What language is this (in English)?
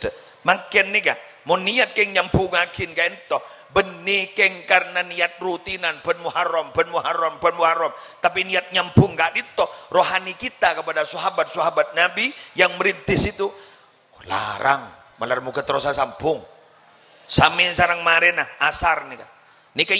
Madurese